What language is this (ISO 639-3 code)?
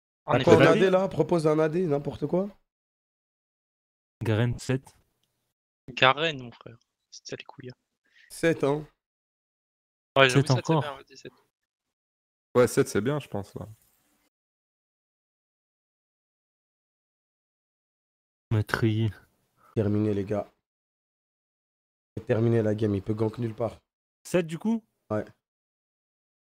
fra